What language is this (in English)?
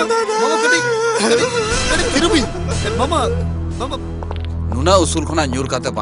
Santali